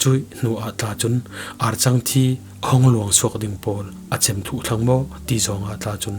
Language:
Falam Chin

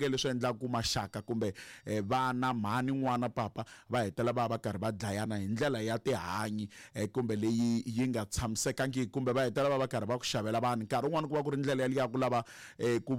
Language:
Tsonga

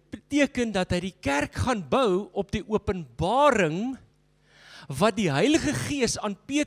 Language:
Afrikaans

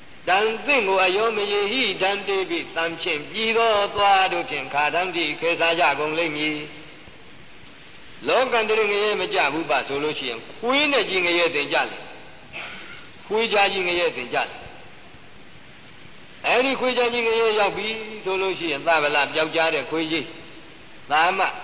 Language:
Burmese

